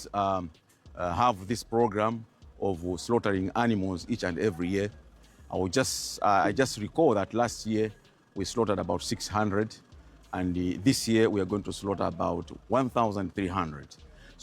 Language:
English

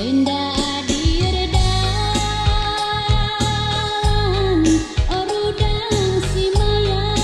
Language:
Batak Karo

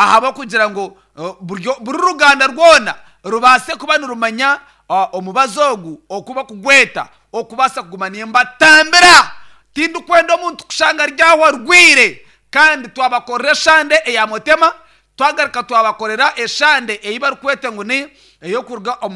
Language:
Nyankole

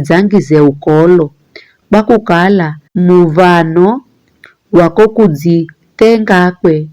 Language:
Giryama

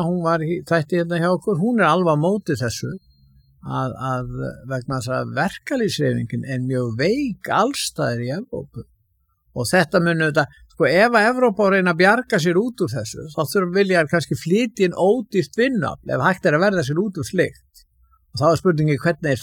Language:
Icelandic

